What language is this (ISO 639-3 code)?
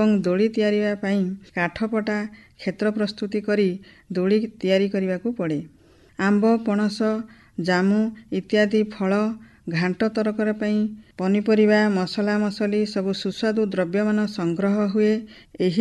ori